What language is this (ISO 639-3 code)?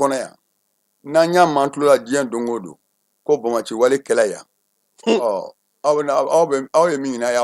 bam